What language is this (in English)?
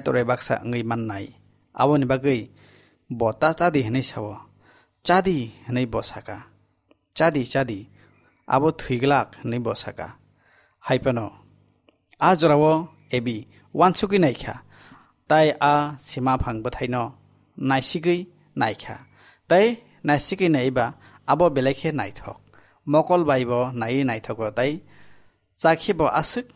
Kok Borok